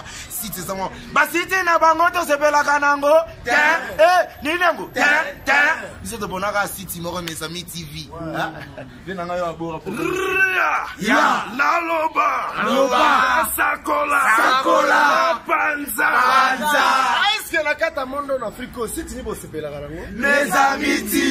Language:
Lingala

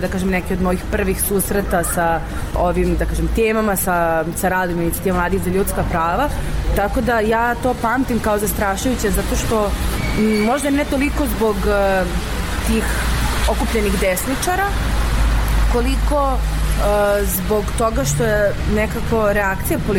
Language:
Serbian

